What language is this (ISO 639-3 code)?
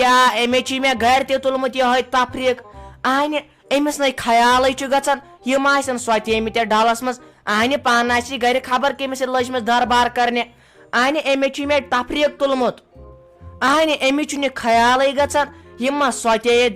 kas